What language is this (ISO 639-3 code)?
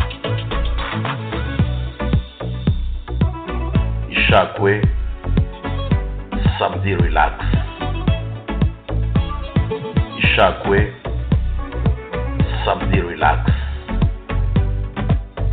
kin